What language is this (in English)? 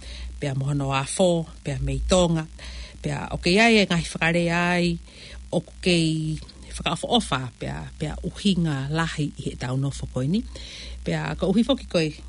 Tongan